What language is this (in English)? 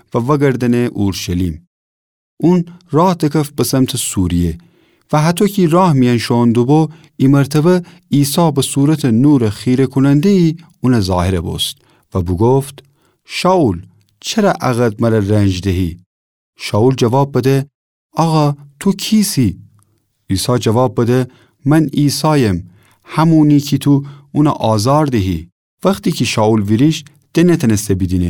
Gilaki